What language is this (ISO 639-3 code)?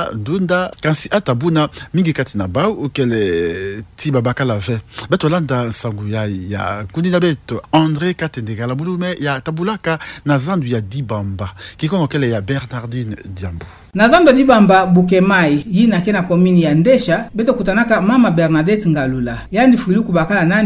ktu